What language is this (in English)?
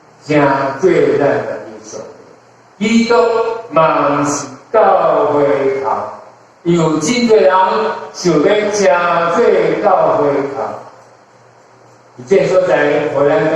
Min Nan Chinese